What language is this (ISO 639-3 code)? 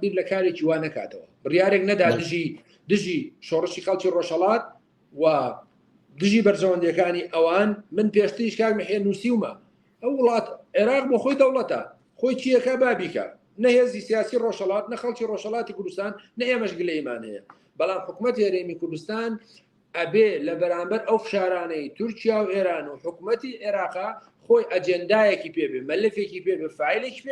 ckb